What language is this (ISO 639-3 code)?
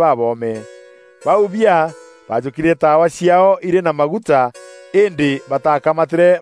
mer